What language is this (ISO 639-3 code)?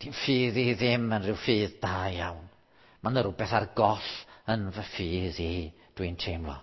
cym